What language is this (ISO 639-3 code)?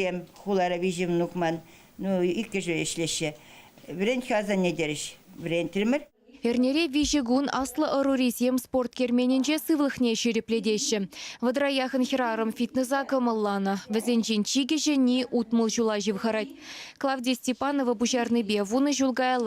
chv